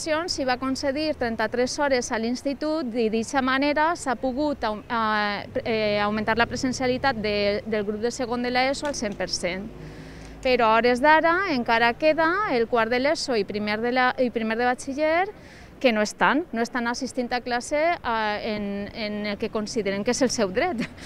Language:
Catalan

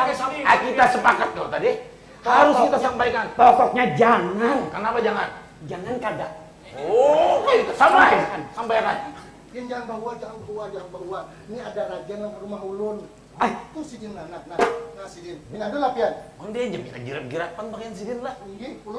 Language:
Banjar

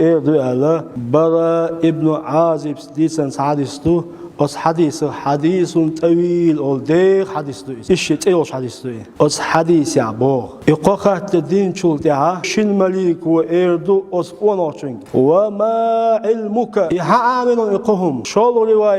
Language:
Chechen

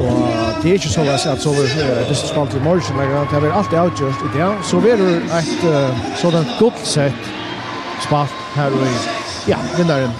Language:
Faroese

